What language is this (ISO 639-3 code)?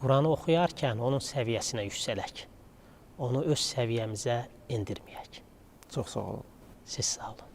aze